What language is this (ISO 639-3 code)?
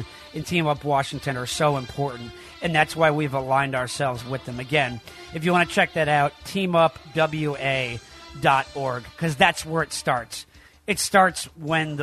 eng